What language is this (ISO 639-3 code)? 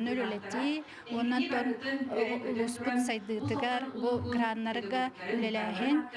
sah